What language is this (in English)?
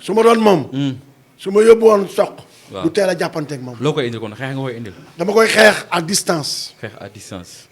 Wolof